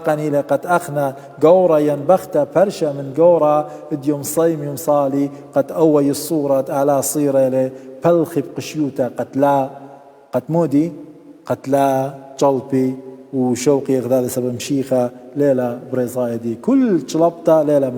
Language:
Assyrian Neo-Aramaic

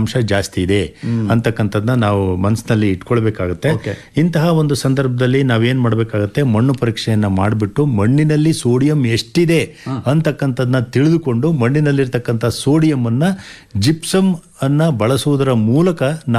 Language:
Kannada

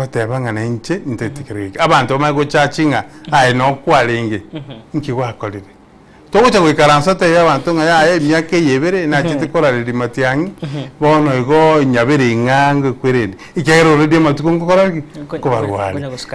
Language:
Gusii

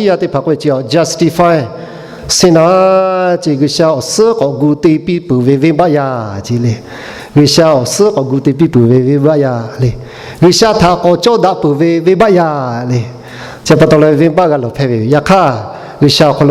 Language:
Lahu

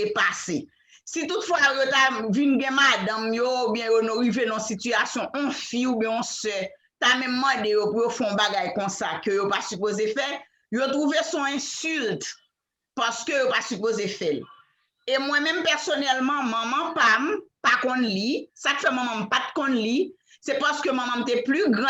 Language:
Haitian Creole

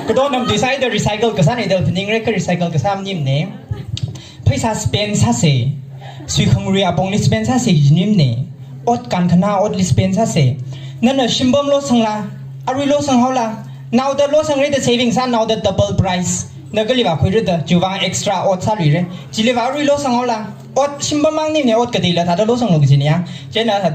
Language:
Tangkhul Naga (India)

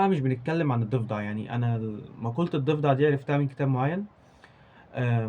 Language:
Egyptian Arabic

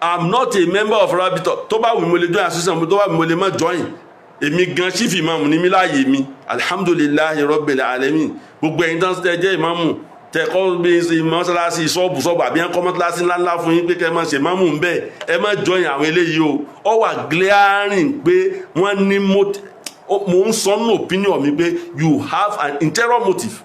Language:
Yoruba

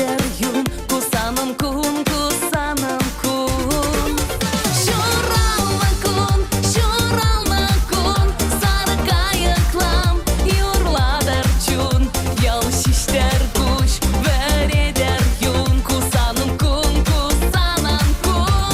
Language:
Chuvash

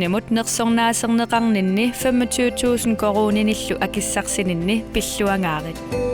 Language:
Kalaallisut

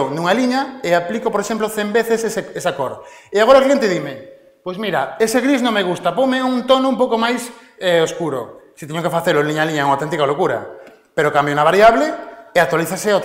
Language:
Galician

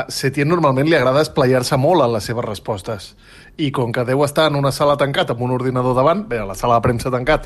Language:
Catalan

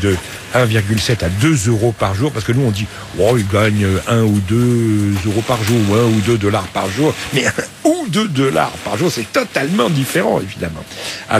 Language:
French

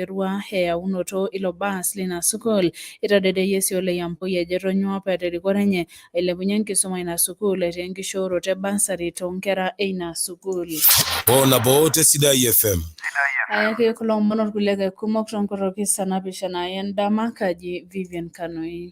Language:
Masai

